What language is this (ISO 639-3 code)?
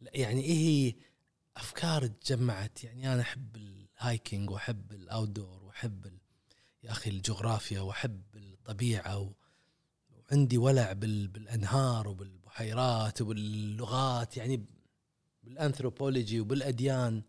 afb